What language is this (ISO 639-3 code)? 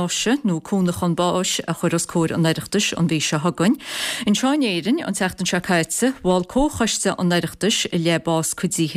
gle